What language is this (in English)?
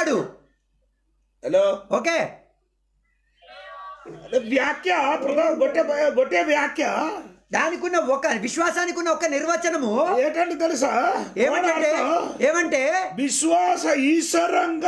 Telugu